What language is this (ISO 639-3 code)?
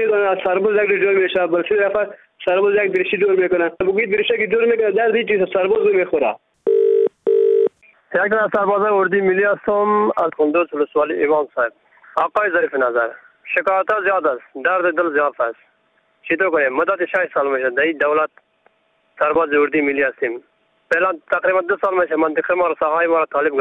fas